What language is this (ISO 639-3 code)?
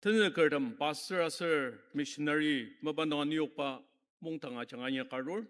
njo